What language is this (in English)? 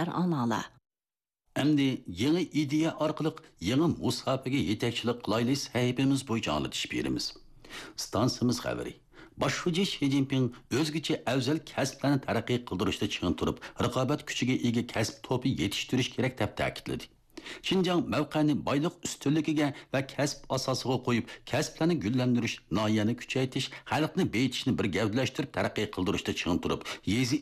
Uyghur